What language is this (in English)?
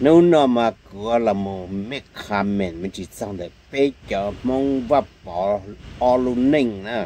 Hmong